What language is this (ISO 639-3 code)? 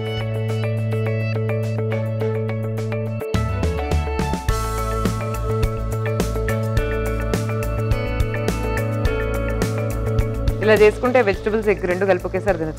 tel